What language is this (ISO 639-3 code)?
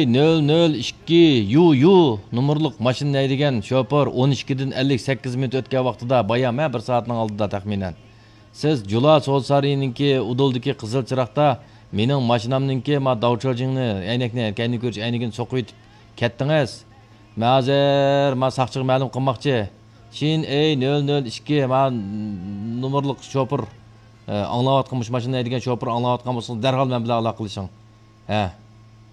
uig